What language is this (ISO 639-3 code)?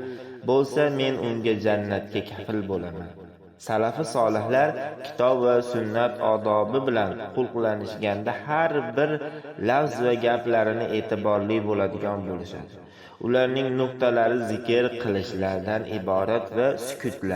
uzb